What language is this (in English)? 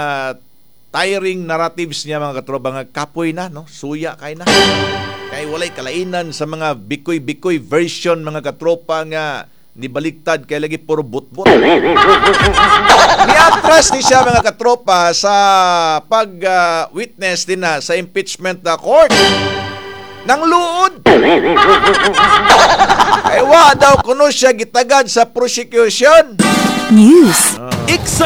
Cebuano